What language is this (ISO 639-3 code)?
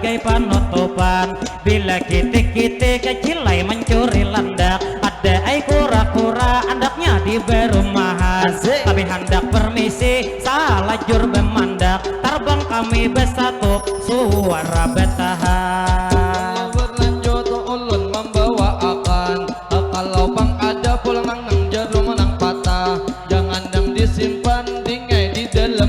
bjn